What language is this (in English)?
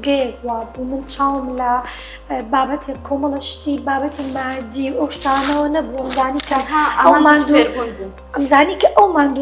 Central Kurdish